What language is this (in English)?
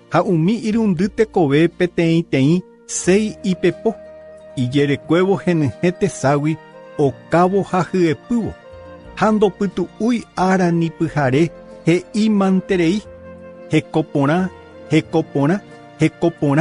Guarani